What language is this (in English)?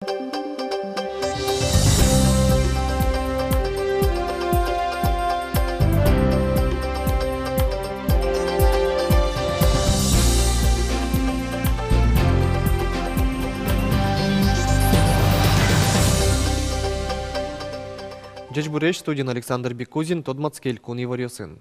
Udmurt